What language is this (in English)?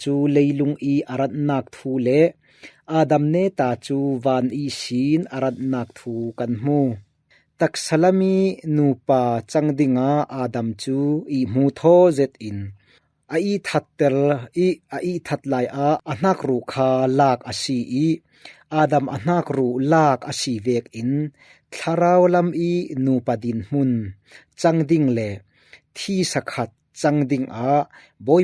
Falam Chin